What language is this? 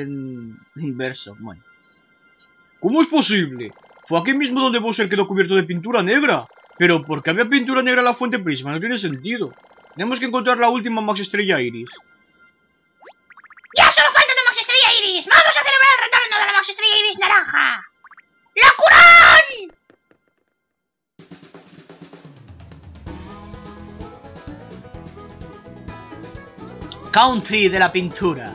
Spanish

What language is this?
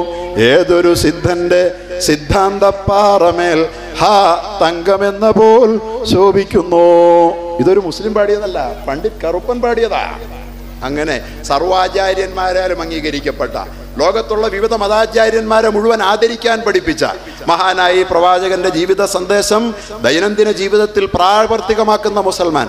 Malayalam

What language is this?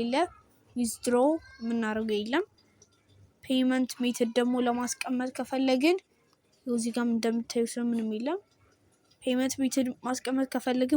Amharic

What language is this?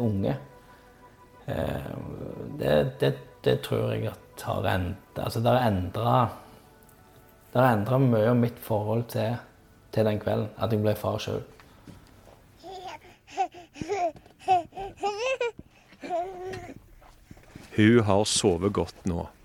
Norwegian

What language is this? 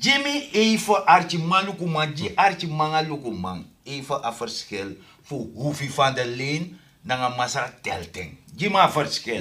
Sranan Tongo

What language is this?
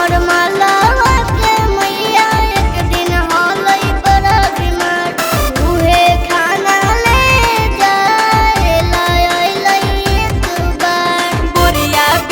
Magahi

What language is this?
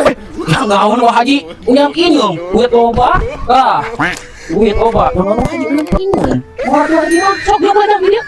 Sundanese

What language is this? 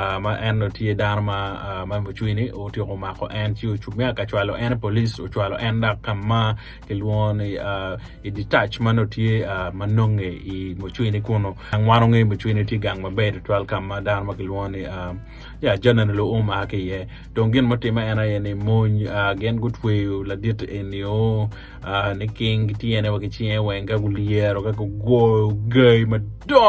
Acoli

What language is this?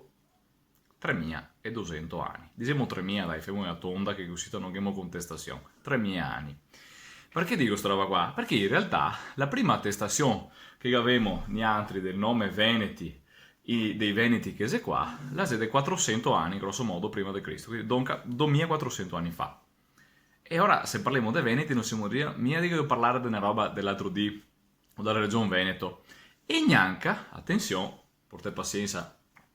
Venetian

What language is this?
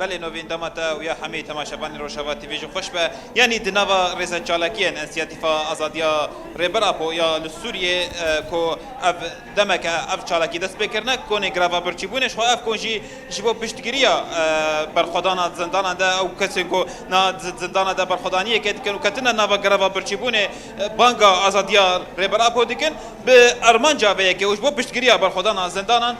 Kurdish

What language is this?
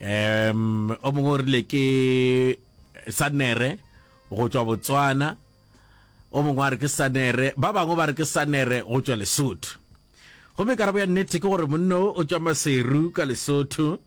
Northern Sotho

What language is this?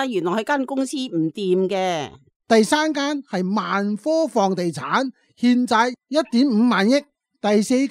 Cantonese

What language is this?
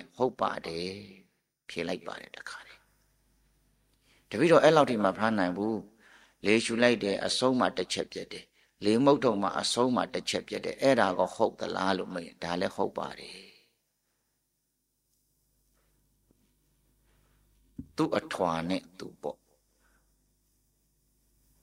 Burmese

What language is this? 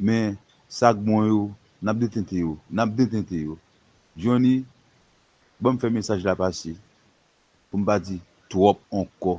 Haitian Creole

